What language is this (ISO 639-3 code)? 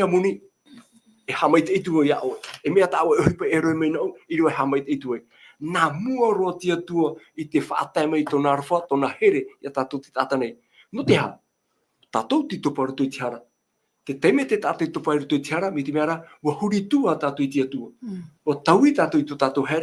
tah